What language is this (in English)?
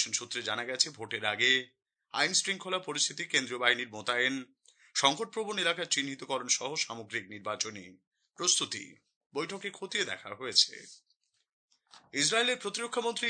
Bangla